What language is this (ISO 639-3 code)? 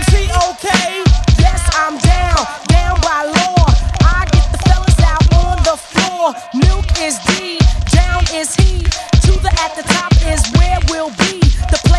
eng